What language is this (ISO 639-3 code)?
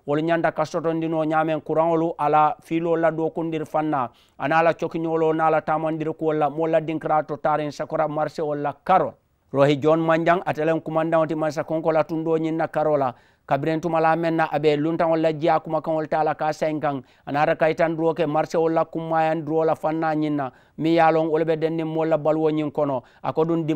man